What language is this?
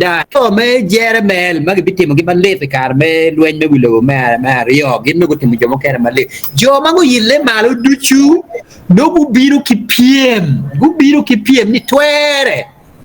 Acoli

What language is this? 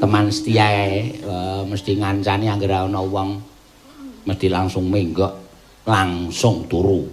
Javanese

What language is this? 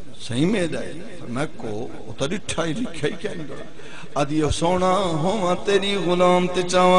Saraiki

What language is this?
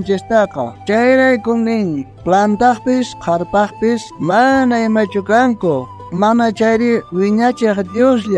South Bolivian Quechua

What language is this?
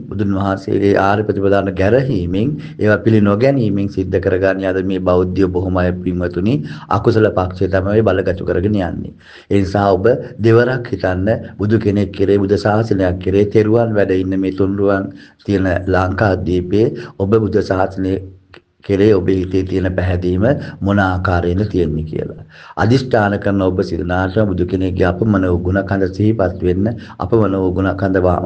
Sinhala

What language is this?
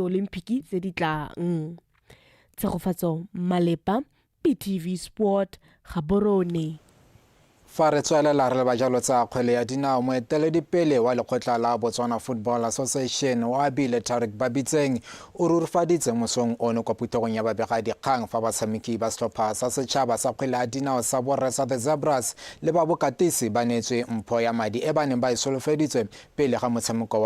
Tswana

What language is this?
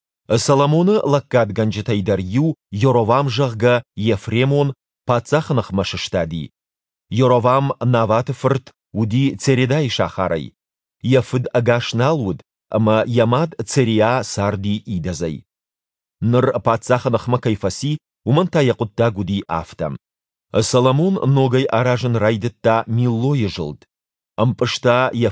Ossetic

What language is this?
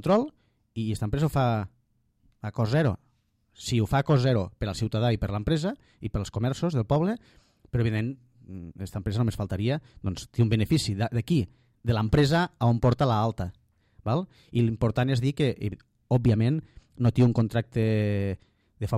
Catalan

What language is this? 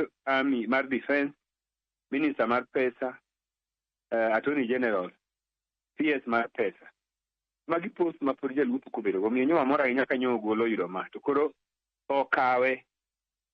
Luo (Kenya and Tanzania)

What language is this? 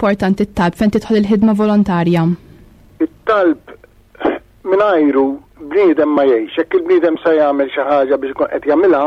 Maltese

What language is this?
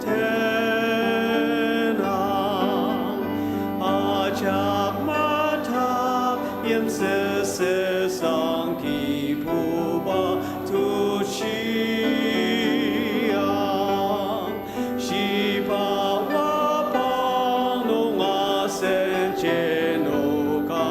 Ao Naga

